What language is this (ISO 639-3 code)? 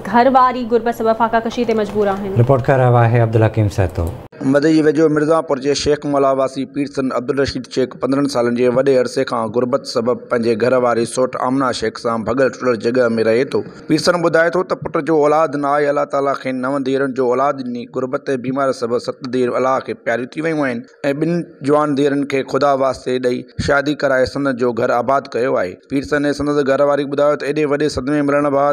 snd